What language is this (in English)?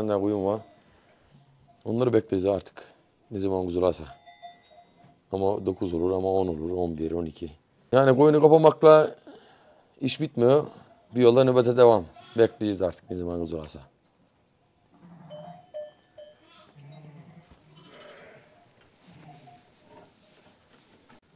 Turkish